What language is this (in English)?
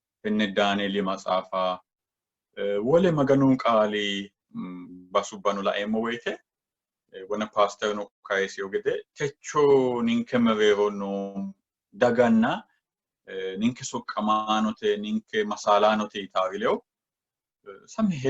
Sidamo